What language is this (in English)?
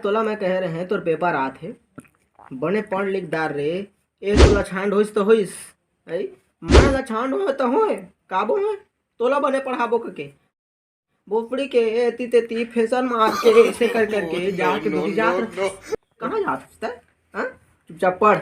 Chhattisgarhi